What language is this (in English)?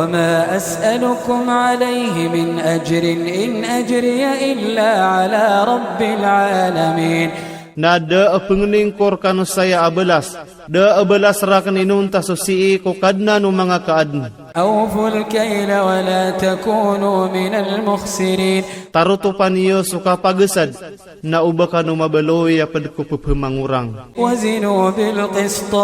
Iranun (Philippines)